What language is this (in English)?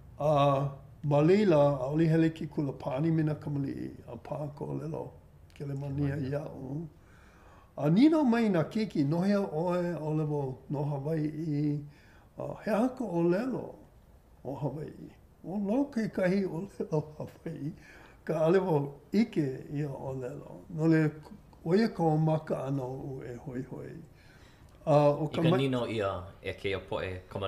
Hawaiian